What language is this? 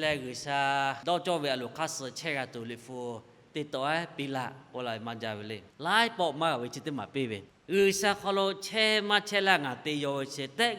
Lahu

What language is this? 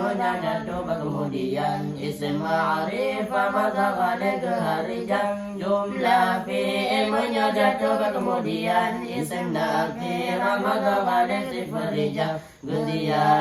Achinese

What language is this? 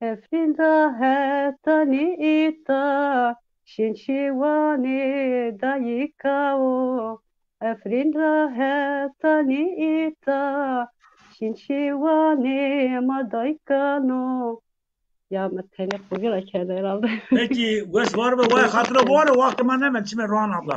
Zaza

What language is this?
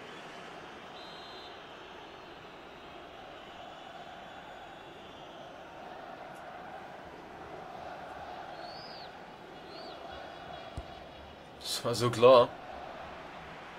German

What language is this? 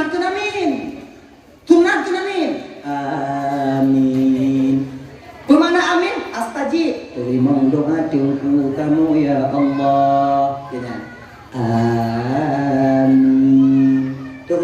Achinese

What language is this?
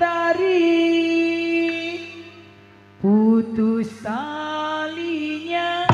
Betawi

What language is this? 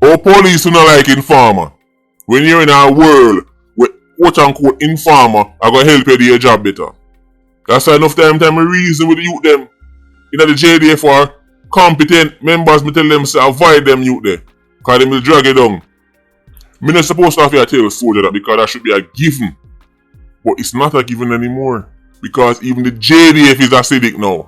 Jamaican Creole English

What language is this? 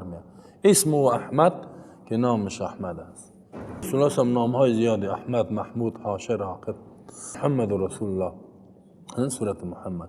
Persian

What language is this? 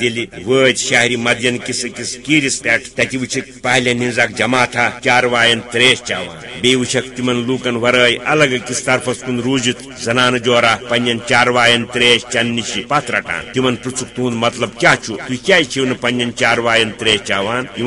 Kashmiri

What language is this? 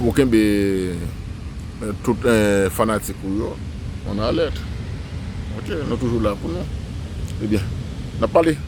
Haitian Creole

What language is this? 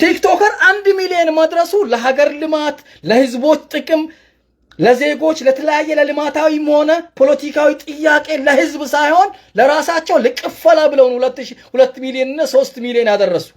Amharic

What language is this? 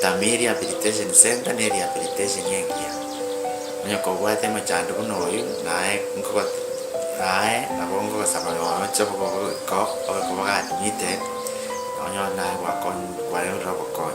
Gusii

